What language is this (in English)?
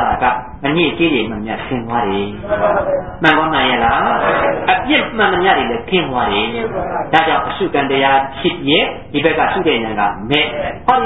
Burmese